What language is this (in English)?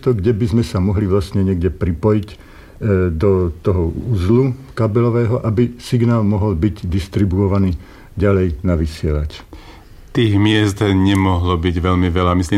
Slovak